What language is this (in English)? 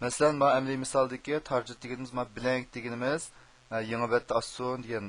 Uyghur